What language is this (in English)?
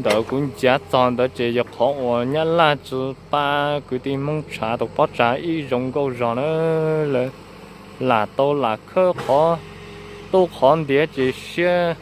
Hmong